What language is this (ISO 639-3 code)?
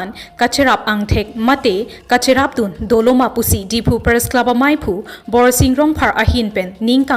mjw